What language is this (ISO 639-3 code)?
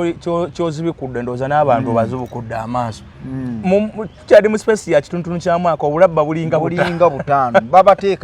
lug